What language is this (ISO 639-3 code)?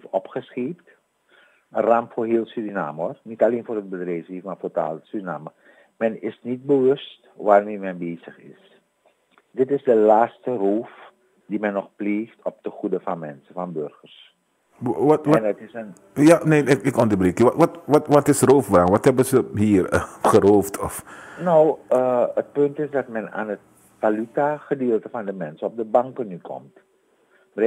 nld